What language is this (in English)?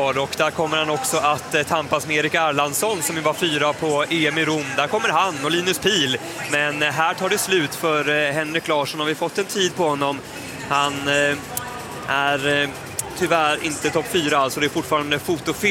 Swedish